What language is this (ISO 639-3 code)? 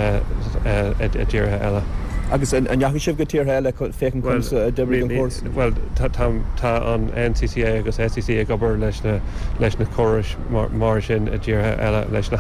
gle